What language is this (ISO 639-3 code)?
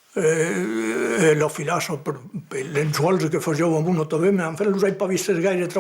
oci